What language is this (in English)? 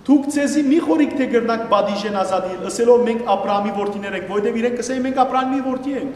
Western Armenian